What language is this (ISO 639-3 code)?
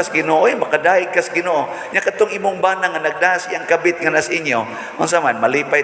ceb